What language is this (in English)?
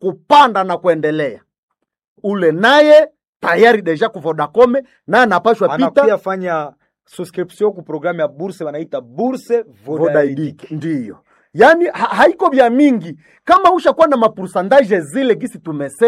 Swahili